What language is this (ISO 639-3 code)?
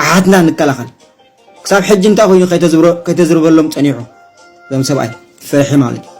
tir